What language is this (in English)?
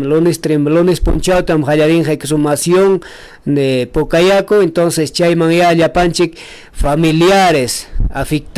Ayacucho Quechua